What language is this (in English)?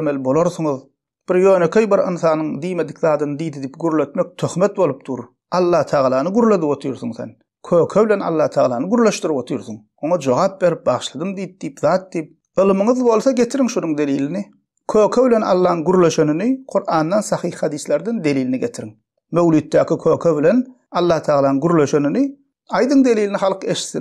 Turkmen